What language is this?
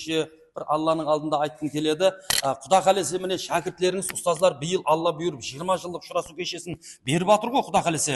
Kara-Kalpak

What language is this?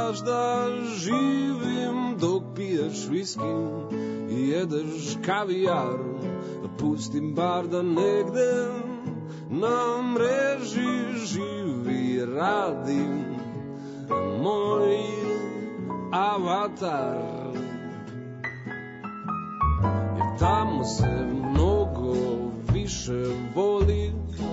Serbian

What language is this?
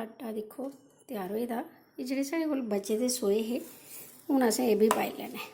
Dogri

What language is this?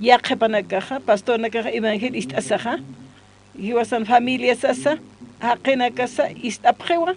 Aymara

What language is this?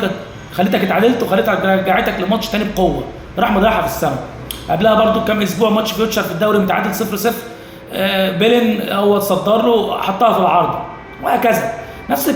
Egyptian Arabic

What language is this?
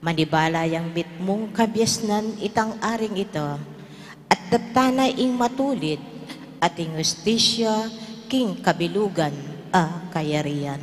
Pampanga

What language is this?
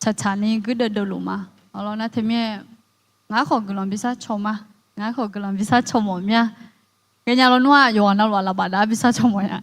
Akha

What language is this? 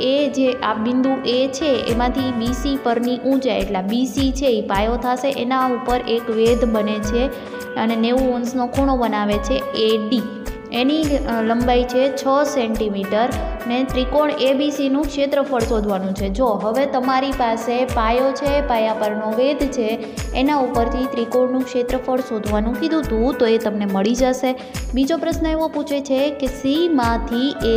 Gujarati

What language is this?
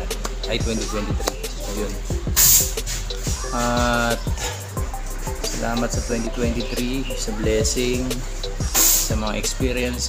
Filipino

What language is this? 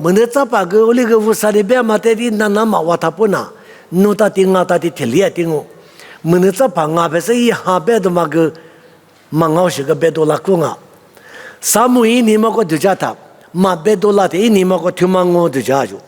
Lisu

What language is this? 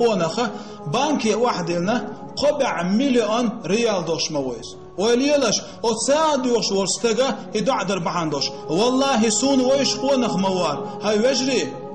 Chechen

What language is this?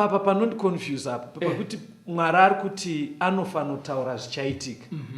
Shona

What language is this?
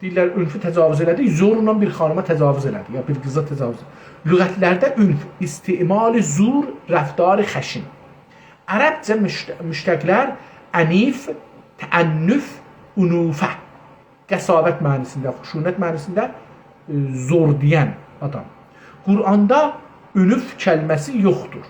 South Azerbaijani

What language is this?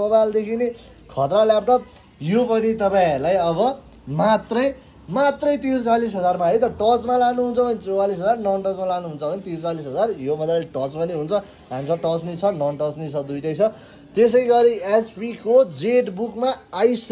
Nepali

